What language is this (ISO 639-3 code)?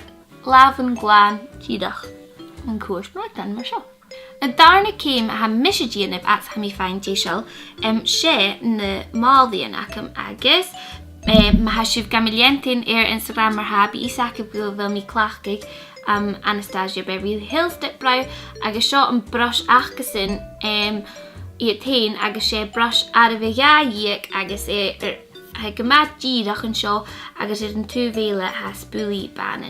gla